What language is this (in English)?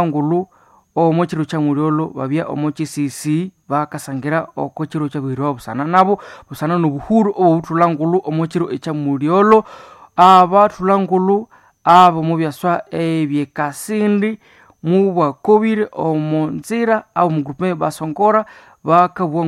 Nande